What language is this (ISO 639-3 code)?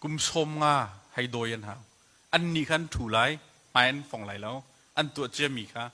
cnh